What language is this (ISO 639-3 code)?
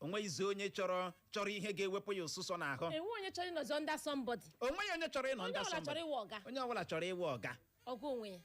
ibo